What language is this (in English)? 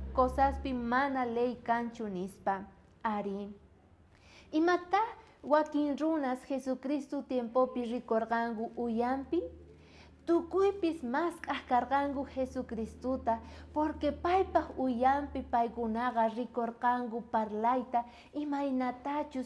South Bolivian Quechua